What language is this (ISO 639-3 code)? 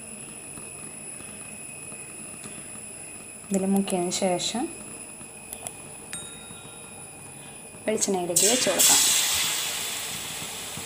mal